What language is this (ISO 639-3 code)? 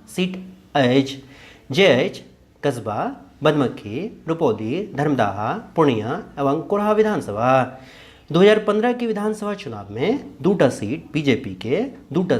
mai